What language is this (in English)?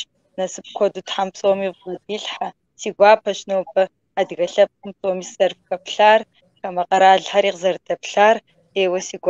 Kabardian